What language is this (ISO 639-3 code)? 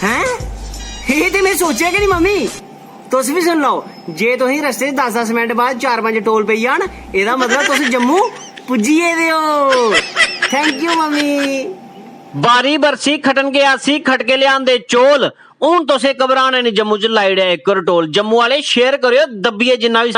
doi